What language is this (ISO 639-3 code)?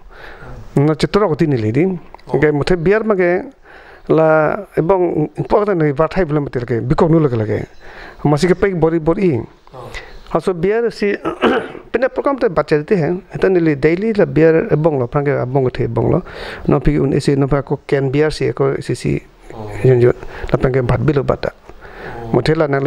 mjw